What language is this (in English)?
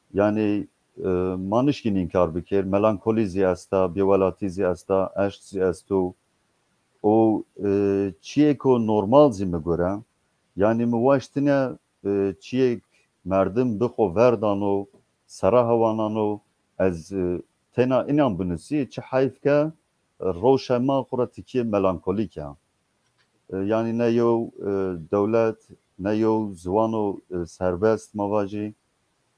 Zaza